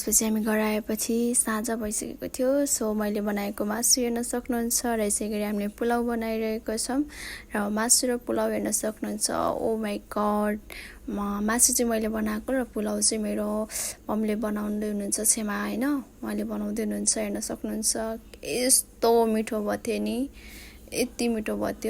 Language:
Nepali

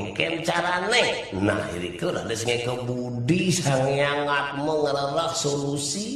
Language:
Balinese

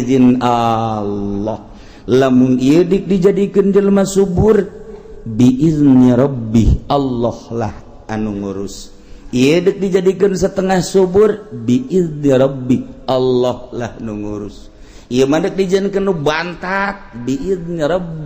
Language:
Sundanese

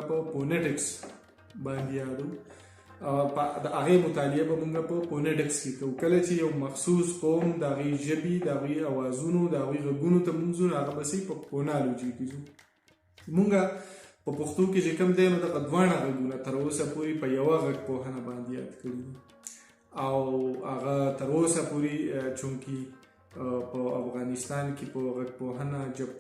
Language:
Pashto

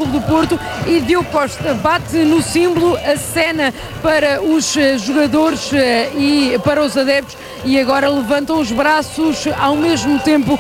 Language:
Portuguese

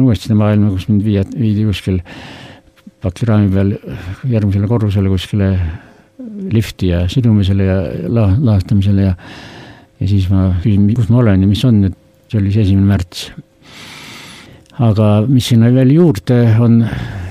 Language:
Estonian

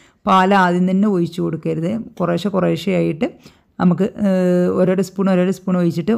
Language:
Malayalam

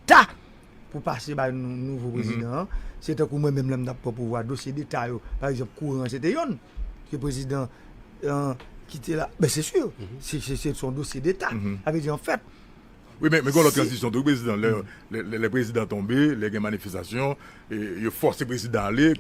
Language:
Haitian Creole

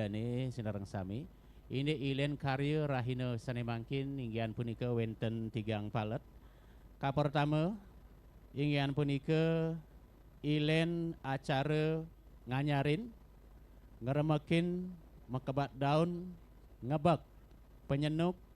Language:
Balinese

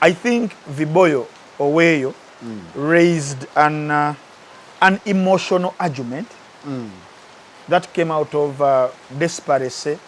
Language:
Ganda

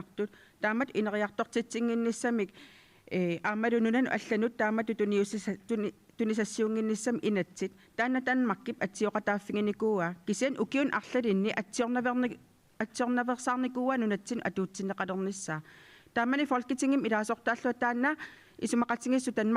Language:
Kalaallisut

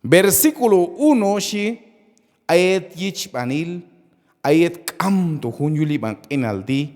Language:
Q'anjob'al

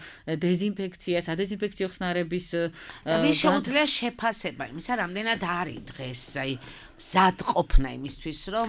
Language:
Georgian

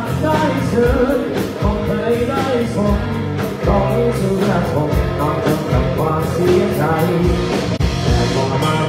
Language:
Thai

